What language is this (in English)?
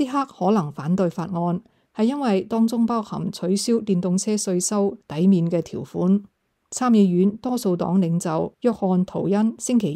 Cantonese